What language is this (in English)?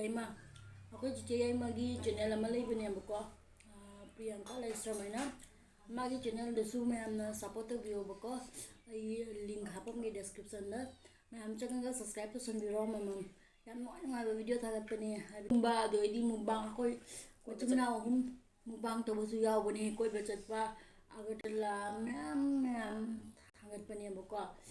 Manipuri